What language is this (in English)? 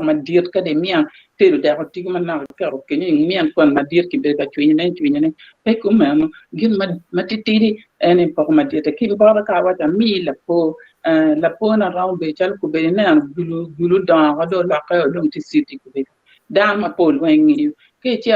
Acoli